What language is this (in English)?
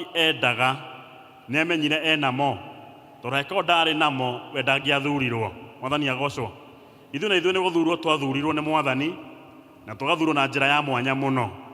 Kikuyu